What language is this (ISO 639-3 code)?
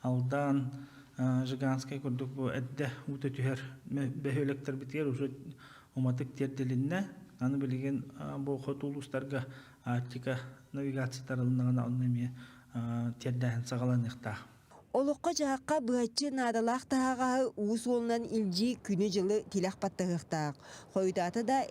sah